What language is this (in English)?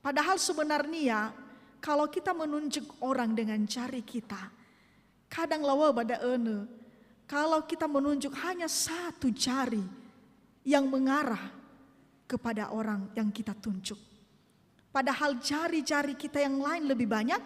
Nias